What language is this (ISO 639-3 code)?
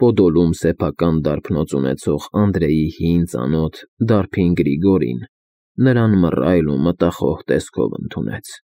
hye